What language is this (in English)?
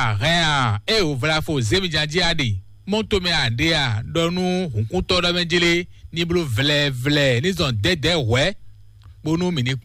Fon